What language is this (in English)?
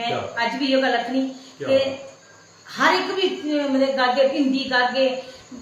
Dogri